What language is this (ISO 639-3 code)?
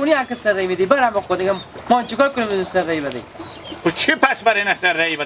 haz